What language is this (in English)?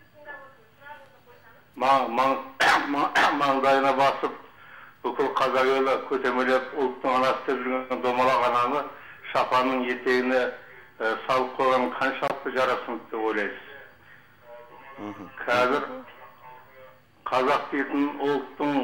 Kazakh